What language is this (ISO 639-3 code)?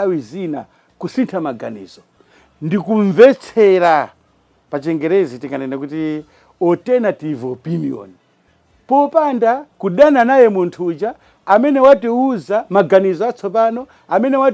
nya